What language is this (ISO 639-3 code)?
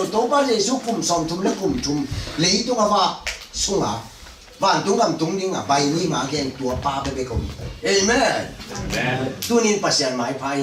ctd